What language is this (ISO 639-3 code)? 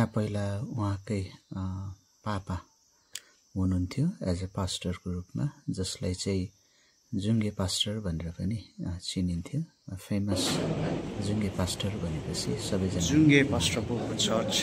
nep